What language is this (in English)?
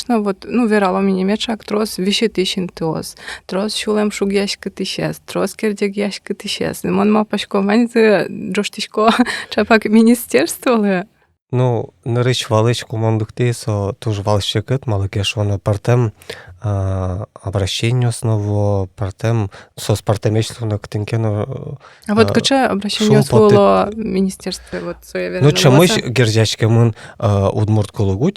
Udmurt